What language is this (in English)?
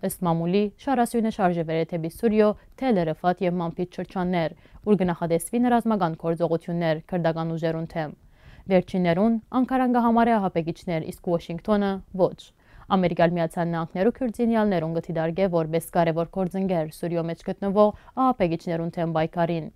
Western Armenian